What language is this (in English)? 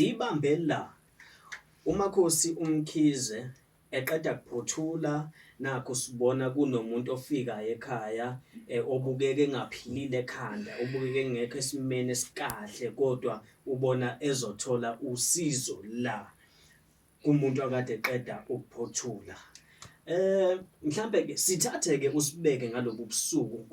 Zulu